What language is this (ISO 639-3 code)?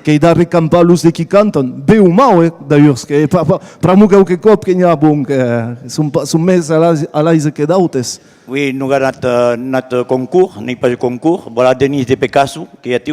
oci